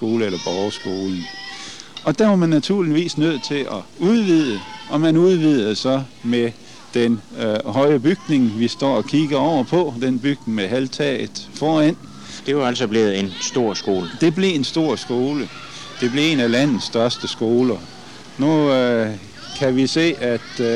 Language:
Danish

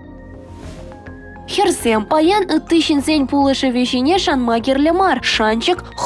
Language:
Chuvash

